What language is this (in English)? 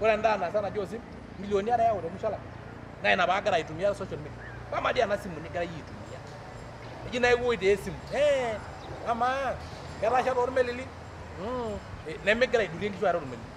Masai